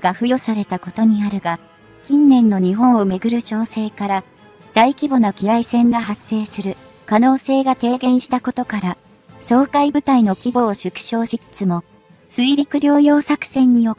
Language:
Japanese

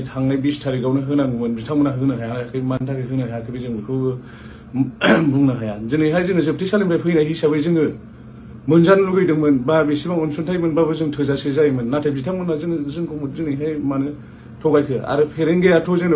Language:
Bodo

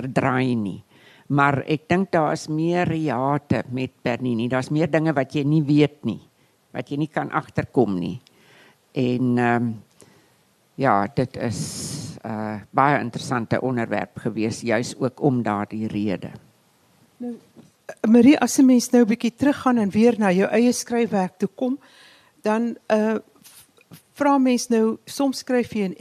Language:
Afrikaans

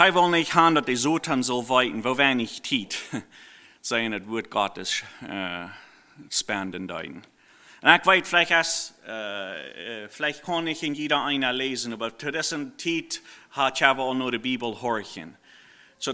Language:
Plautdietsch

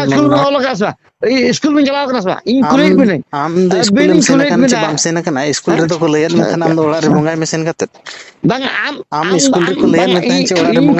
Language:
Santali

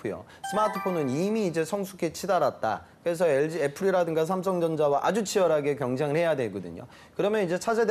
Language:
Korean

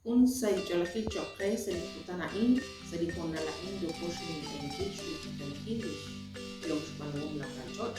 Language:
Kekchí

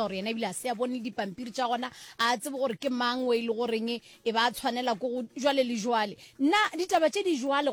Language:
Northern Sotho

